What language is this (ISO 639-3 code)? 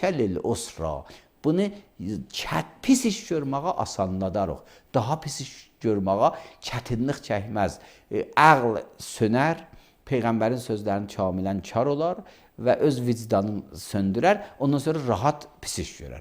aze